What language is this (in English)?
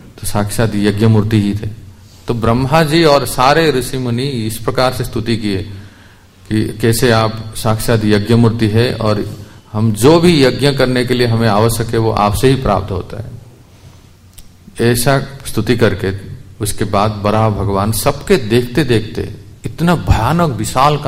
Hindi